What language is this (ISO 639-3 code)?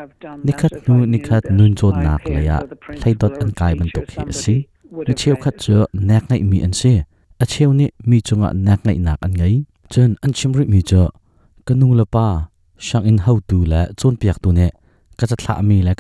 cnh